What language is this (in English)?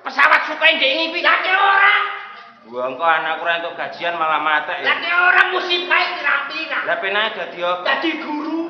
Javanese